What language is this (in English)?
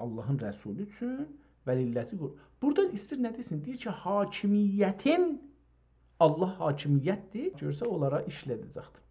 South Azerbaijani